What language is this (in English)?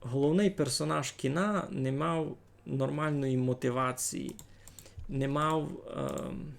Rusyn